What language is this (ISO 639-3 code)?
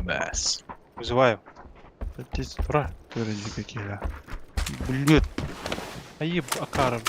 sah